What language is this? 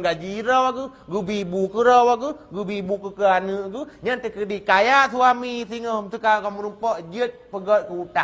Achinese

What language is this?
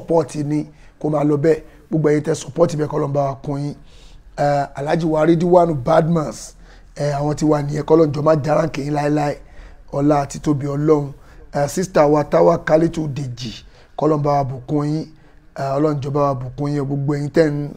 Yoruba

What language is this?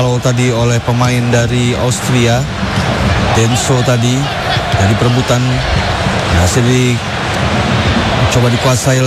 Indonesian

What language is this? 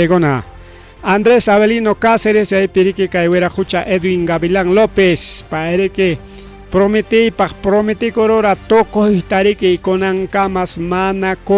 Ayacucho Quechua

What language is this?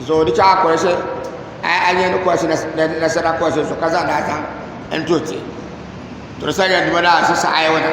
Dagbani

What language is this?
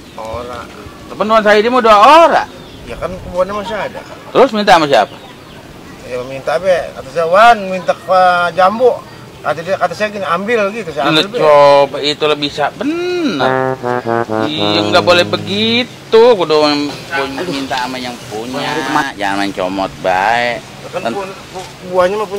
Betawi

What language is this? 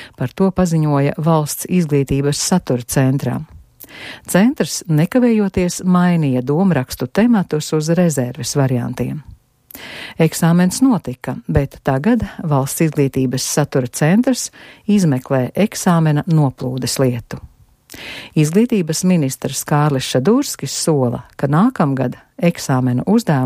Latvian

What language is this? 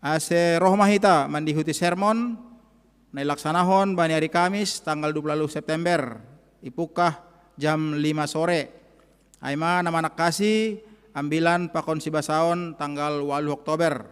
Batak Simalungun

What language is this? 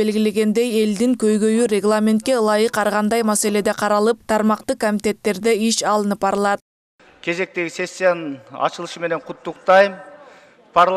Kyrgyz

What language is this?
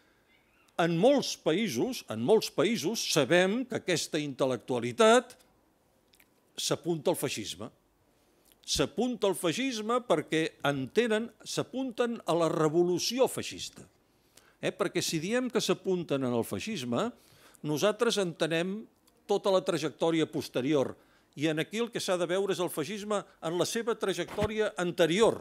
Catalan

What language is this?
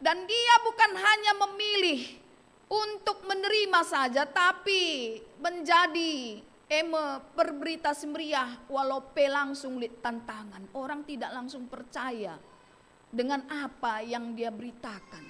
Batak Karo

